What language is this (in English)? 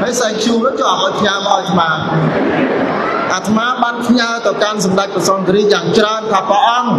Khmer